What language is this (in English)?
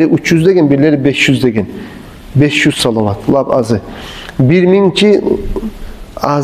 Kumyk